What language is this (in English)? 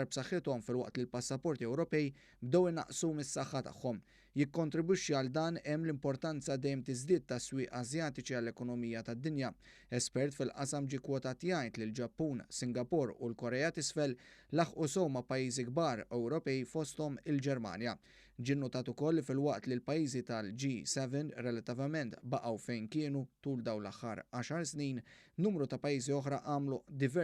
Maltese